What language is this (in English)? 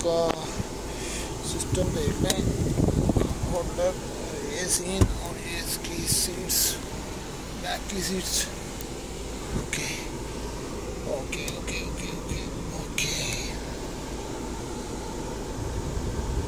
Hindi